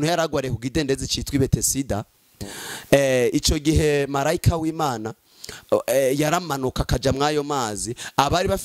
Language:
Rundi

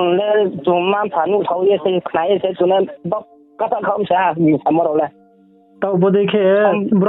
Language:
Riang (India)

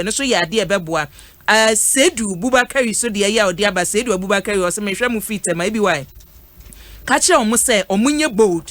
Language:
Akan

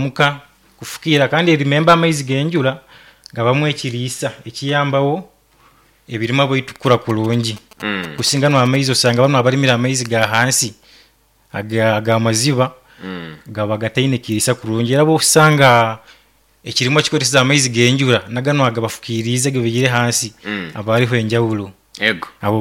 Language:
Nyoro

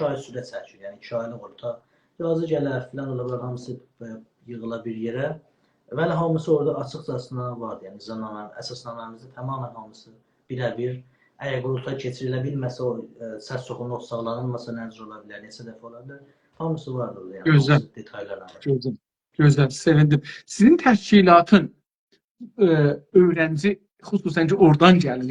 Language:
South Azerbaijani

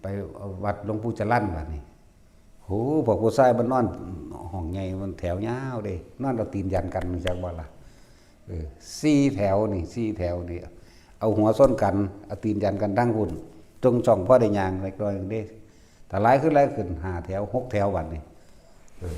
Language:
Northeastern Thai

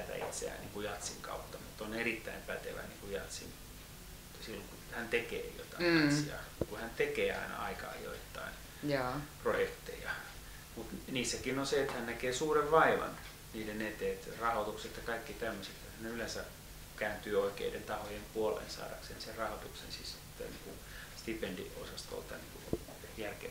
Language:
Finnish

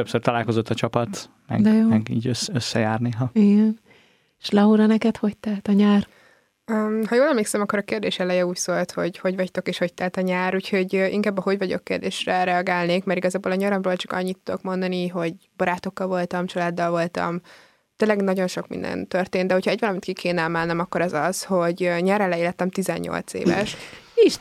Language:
Hungarian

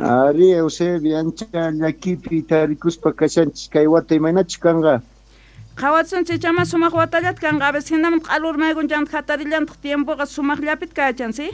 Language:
South Bolivian Quechua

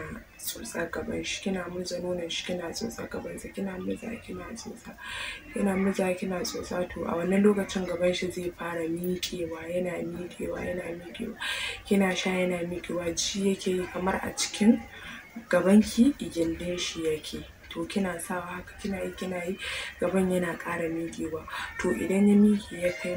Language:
Hausa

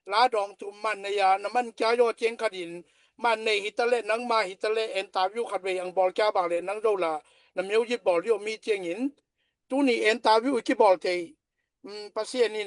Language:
Tedim Chin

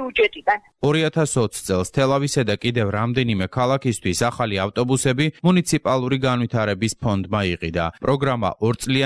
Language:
Georgian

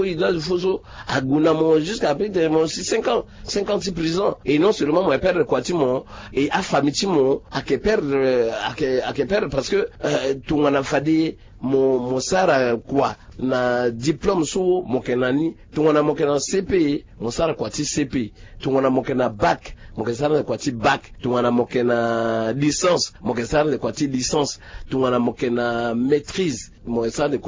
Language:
Sango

